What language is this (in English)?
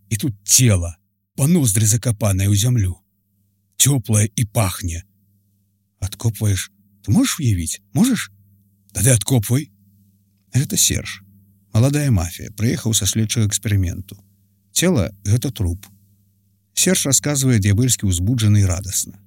Belarusian